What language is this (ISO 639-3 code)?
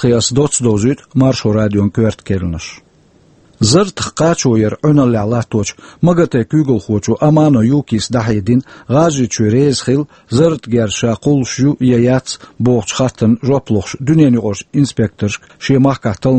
che